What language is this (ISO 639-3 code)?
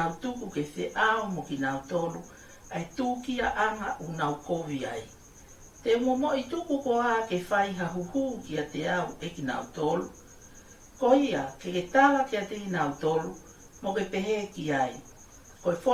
ton